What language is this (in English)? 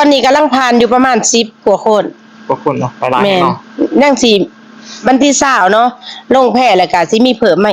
Lao